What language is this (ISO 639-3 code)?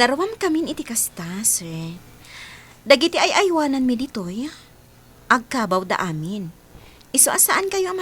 ilo